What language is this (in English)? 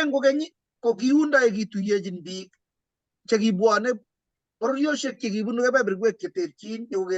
Kalenjin